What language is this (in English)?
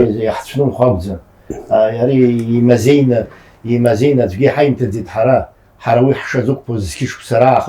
Abkhazian